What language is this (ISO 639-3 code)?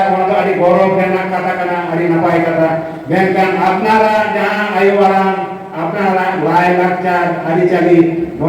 sat